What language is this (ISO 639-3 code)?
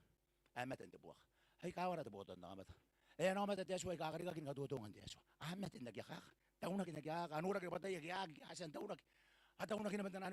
gil